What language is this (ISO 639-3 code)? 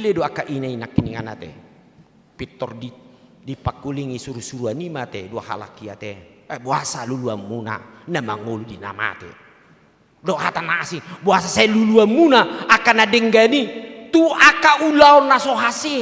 bbc